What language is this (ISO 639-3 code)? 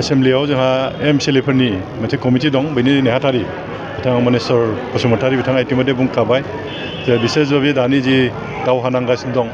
brx